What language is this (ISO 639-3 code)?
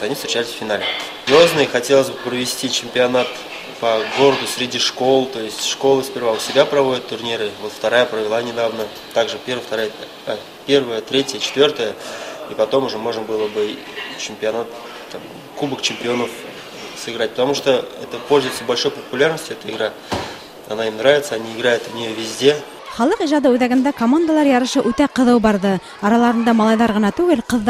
bak